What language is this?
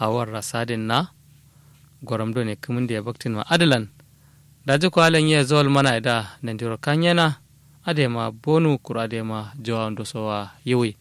Kanuri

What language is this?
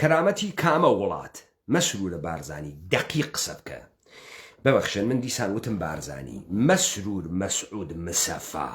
Central Kurdish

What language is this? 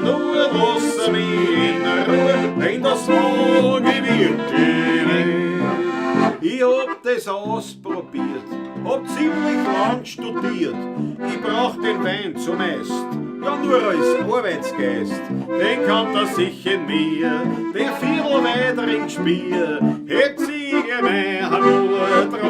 Bavarian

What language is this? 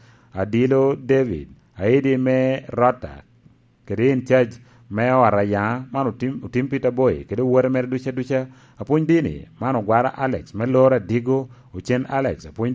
Lango (Uganda)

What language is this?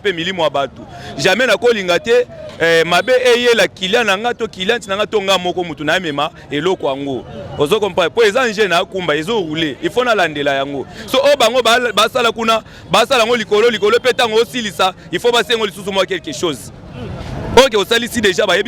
Lingala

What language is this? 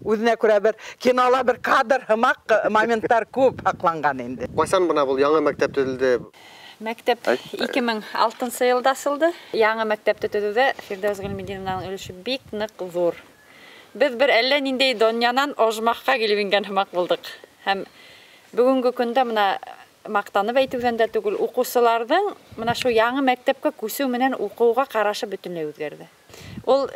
Bashkir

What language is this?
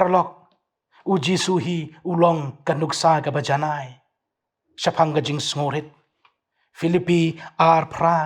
Khasi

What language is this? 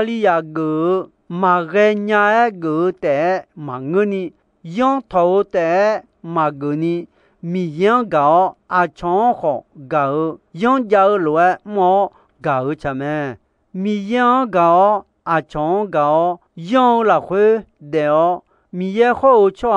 Akha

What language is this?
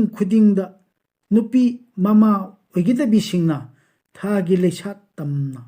Manipuri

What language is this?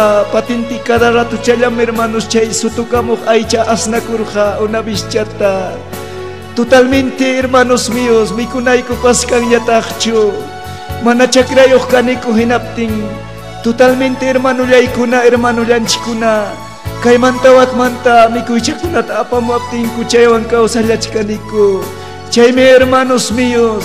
Ayacucho Quechua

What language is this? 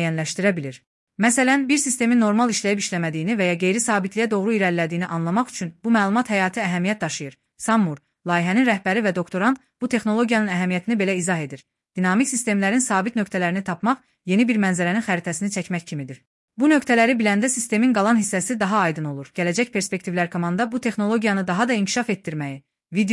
Azerbaijani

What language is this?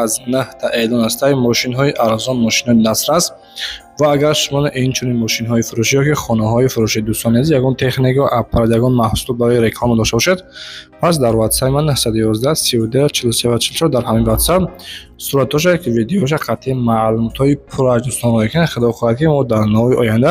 Tajik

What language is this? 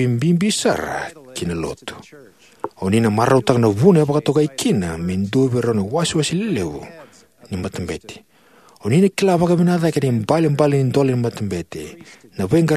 Fijian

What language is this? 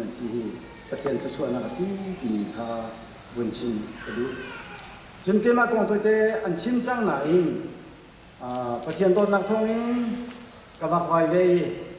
Hakha Chin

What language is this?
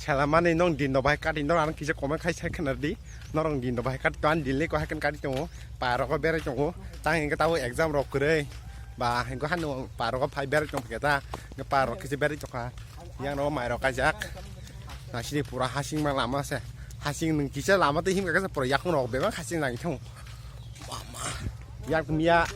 Kok Borok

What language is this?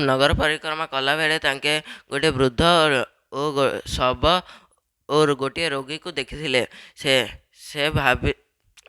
Odia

